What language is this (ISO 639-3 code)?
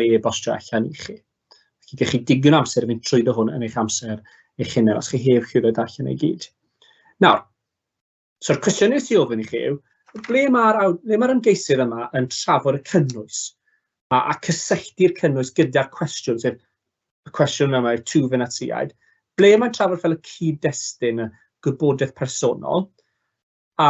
cym